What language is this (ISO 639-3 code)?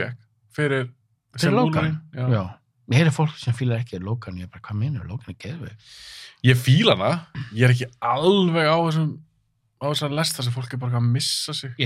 isl